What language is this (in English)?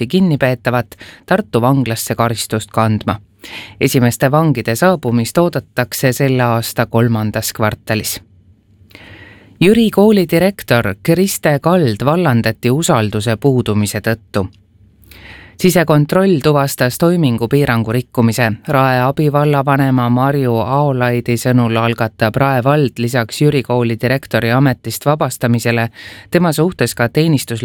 Estonian